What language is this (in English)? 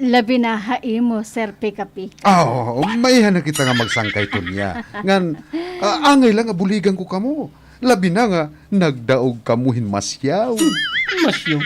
Waray